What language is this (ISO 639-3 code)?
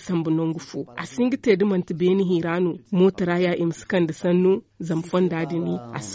dje